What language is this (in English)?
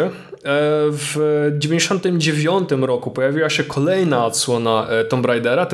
Polish